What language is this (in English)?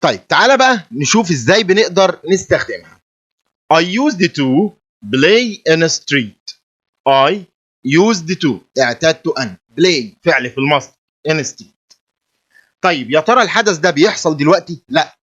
Egyptian Arabic